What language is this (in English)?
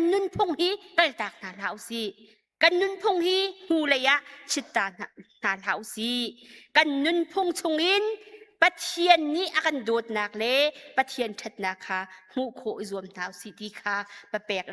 Hakha Chin